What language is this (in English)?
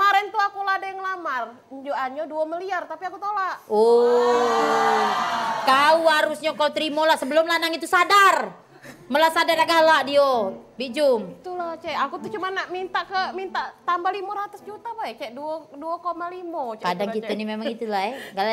Musi